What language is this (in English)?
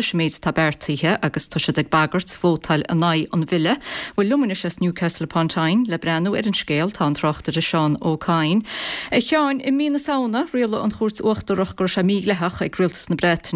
Irish